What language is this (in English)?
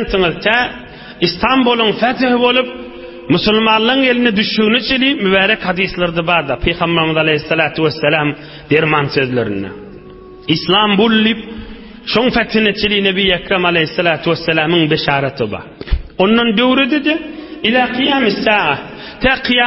Turkmen